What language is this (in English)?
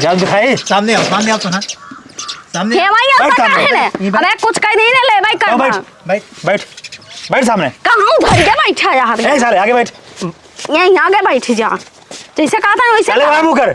Awadhi